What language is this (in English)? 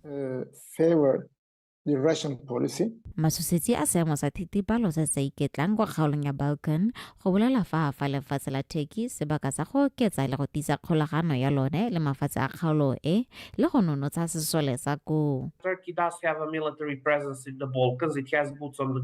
Tswana